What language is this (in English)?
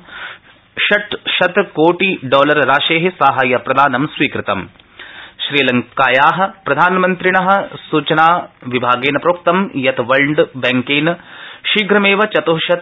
Sanskrit